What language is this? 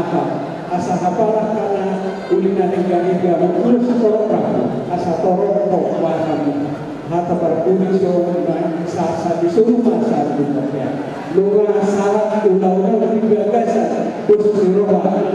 Batak Toba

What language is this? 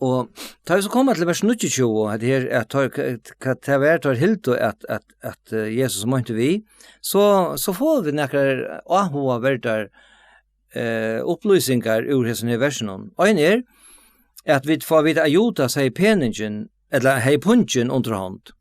Faroese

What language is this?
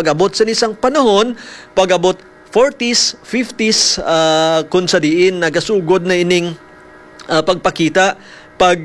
Hiligaynon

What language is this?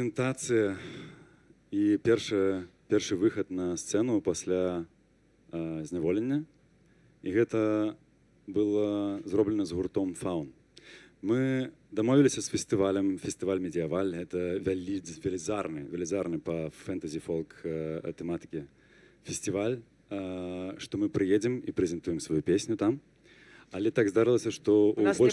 Belarusian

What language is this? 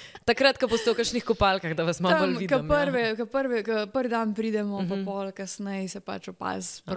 Slovenian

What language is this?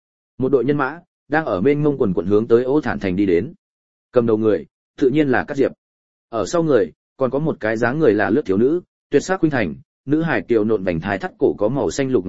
Vietnamese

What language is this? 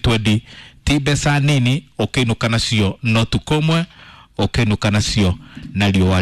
Kikuyu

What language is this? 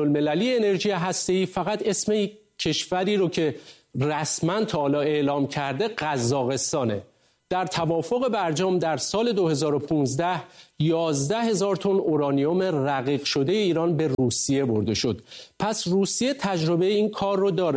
Persian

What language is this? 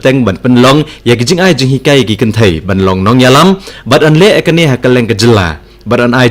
Khasi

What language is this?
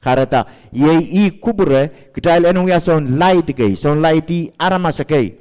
Pohnpeian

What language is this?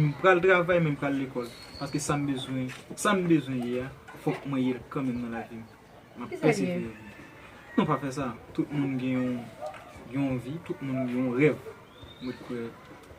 Haitian Creole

